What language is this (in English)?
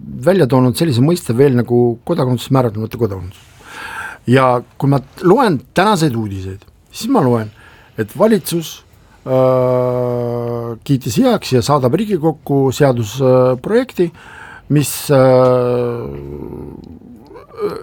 Estonian